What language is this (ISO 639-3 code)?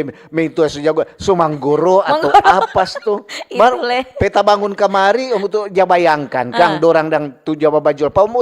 xmm